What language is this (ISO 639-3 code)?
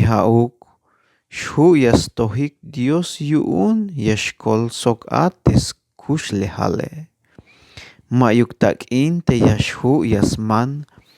tzh